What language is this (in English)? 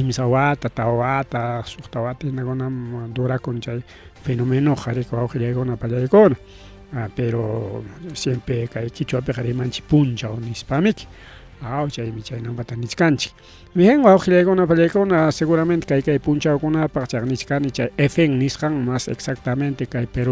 Ayacucho Quechua